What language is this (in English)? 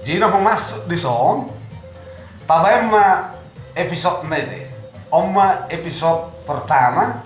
Batak Toba